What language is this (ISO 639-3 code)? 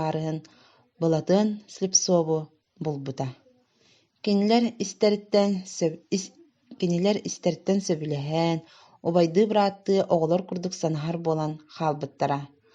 sah